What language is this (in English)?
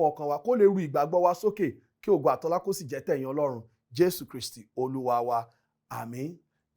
Yoruba